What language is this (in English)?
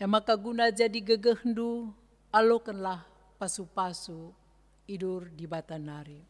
Batak Karo